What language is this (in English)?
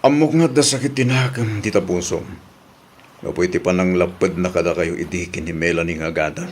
Iloko